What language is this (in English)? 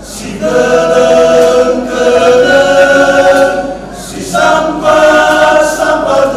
Batak Karo